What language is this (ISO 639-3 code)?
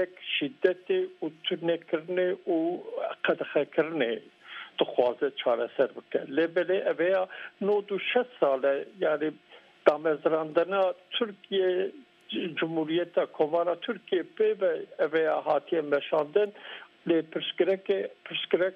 kur